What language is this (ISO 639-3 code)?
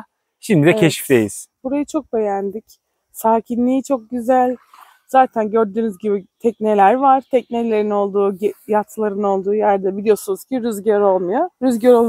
tur